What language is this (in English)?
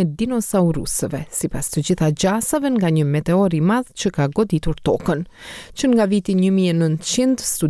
Albanian